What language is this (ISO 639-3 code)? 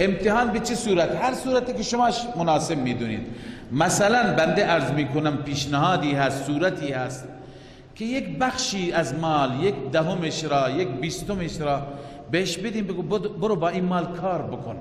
fas